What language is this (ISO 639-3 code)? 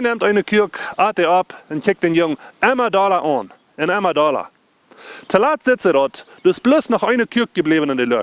pdt